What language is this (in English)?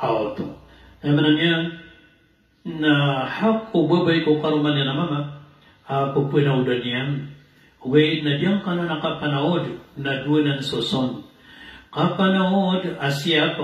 Maranao